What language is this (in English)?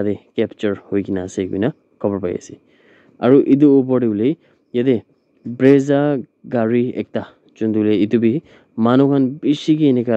Naga Pidgin